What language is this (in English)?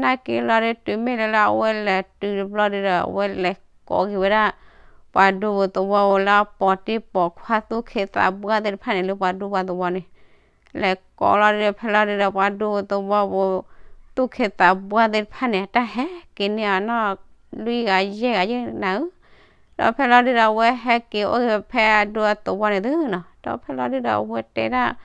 S'gaw Karen